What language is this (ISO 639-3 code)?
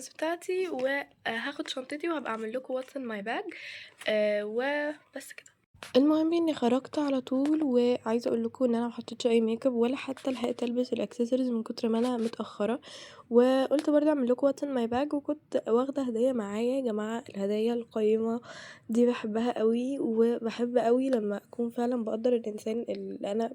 arz